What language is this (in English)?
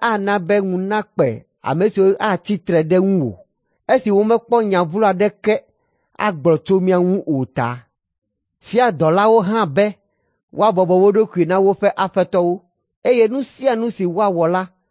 Ewe